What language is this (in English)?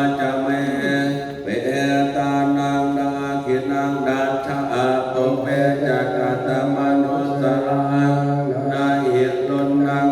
Pali